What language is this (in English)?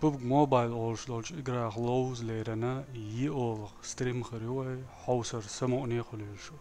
Chechen